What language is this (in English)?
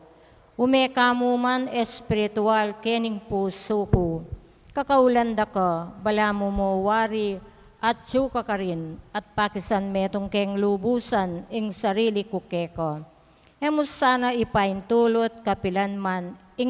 Pampanga